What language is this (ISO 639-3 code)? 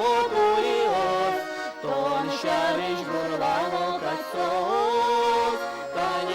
udm